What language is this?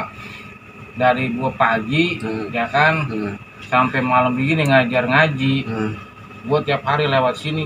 Betawi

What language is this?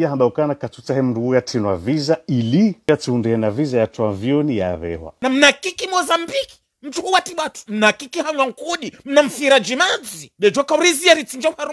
Ngazidja Comorian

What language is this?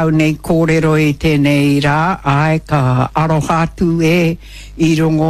Māori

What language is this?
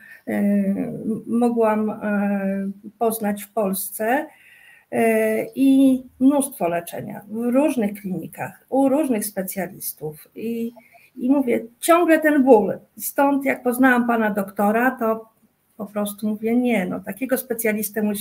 Polish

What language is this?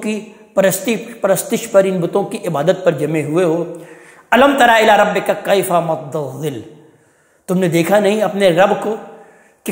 Urdu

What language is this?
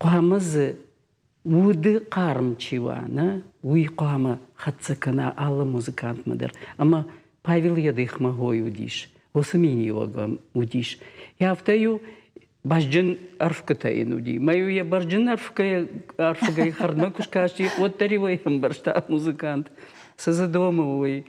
Ossetic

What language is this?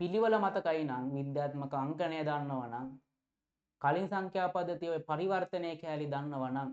Sinhala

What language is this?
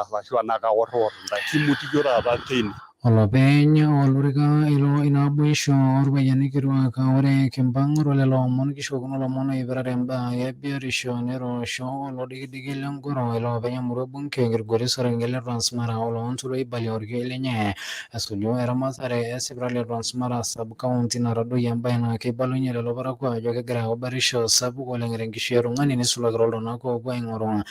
Masai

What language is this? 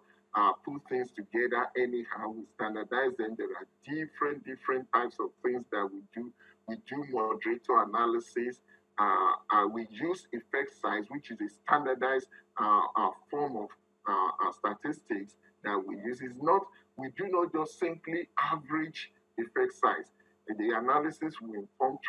English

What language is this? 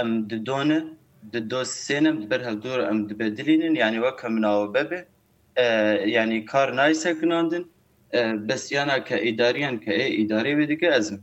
Kurdish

